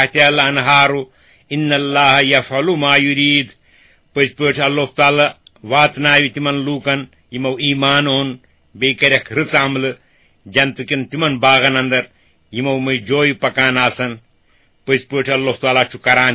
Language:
Kashmiri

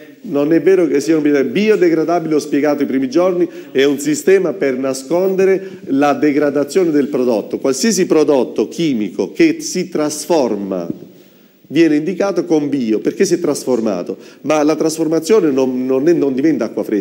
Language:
Italian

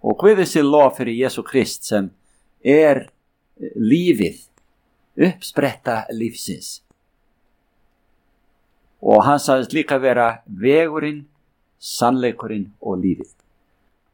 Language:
Icelandic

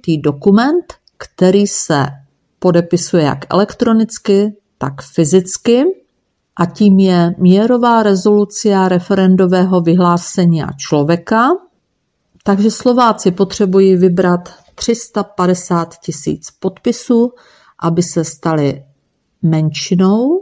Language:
Czech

